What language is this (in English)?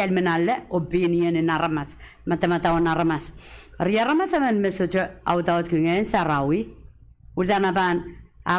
Pohnpeian